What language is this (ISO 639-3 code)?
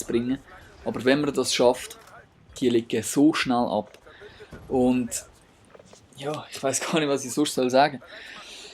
gsw